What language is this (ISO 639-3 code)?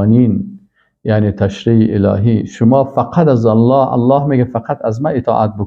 fas